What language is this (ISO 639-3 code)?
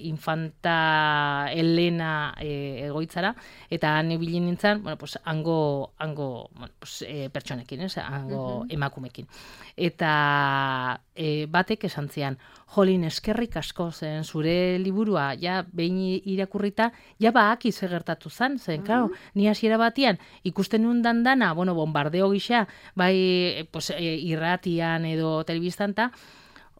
eus